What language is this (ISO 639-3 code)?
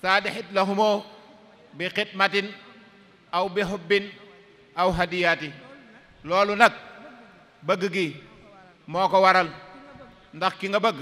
wol